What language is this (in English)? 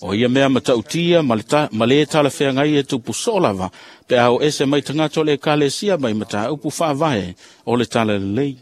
Samoan